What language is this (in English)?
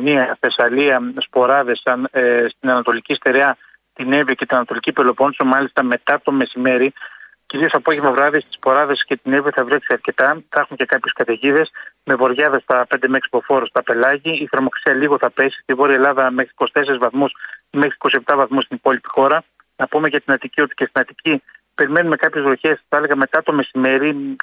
Greek